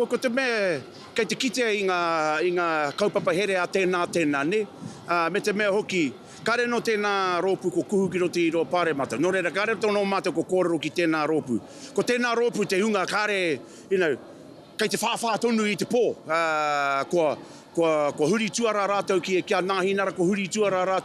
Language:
Māori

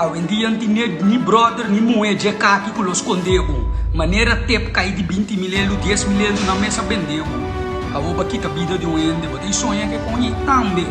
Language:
Papiamento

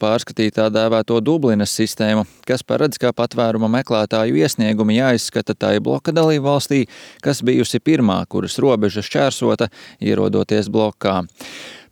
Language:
Latvian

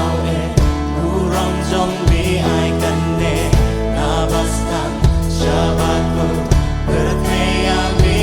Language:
Khasi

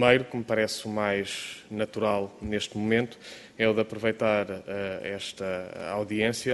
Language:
Portuguese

